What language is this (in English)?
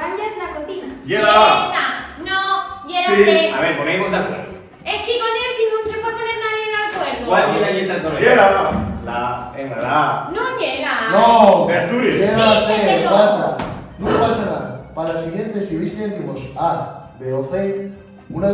Asturian